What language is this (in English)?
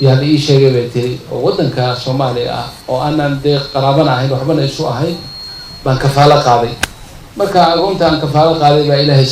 Somali